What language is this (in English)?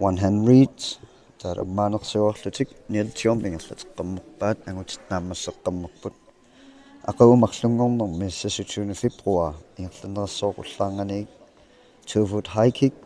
Kalaallisut